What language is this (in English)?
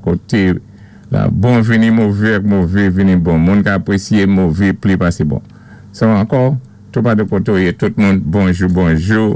Saint Lucian Creole French